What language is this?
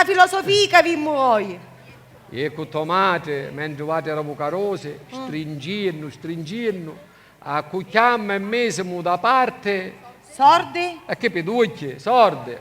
Sicilian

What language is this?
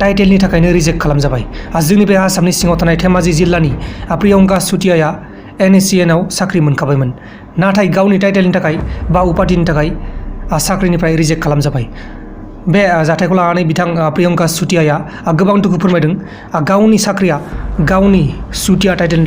Bodo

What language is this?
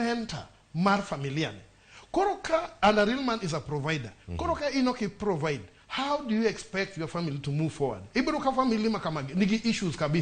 Luo (Kenya and Tanzania)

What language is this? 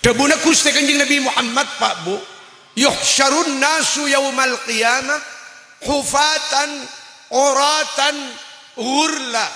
Madurese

